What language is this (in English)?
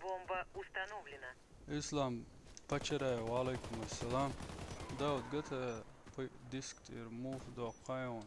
Chechen